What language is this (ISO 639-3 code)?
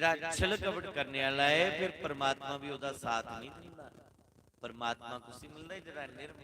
doi